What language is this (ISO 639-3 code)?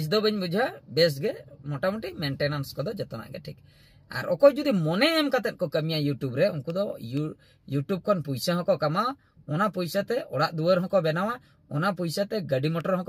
sat